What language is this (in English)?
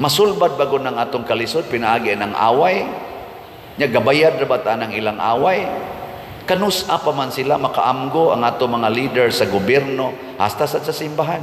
Cebuano